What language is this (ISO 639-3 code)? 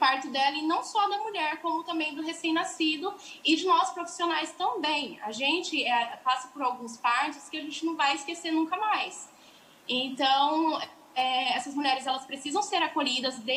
por